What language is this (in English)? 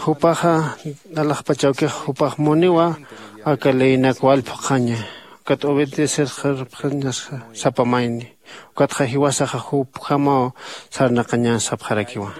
Aymara